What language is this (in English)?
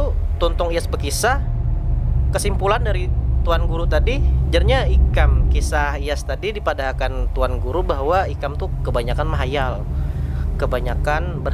Banjar